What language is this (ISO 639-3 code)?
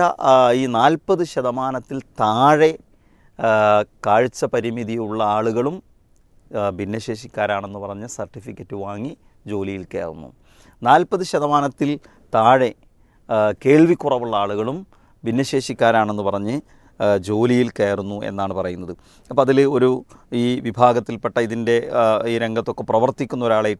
mal